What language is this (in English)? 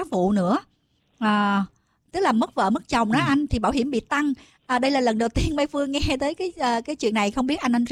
Vietnamese